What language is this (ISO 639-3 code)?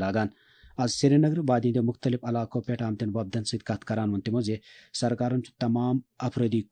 kas